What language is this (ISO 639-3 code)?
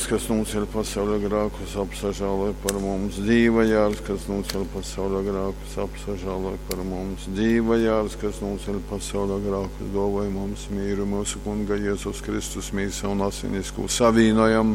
ltg